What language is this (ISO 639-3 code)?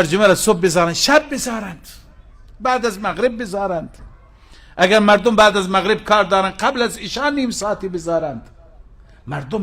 fas